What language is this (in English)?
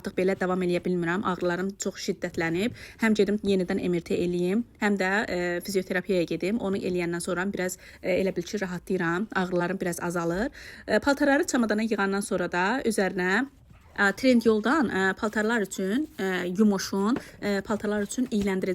Azerbaijani